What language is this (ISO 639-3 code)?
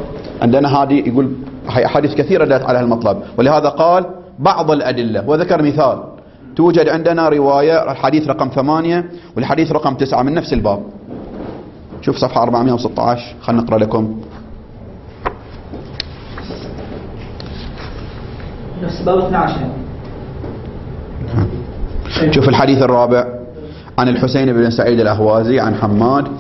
ara